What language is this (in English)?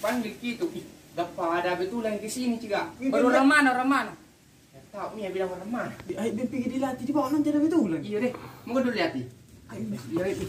Makassar Malay